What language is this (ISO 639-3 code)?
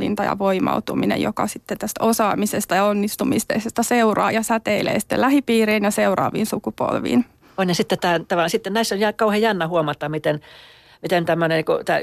fin